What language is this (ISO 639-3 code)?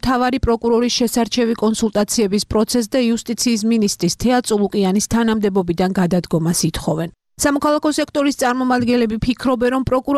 kat